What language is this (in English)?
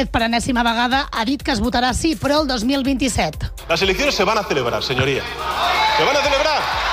Catalan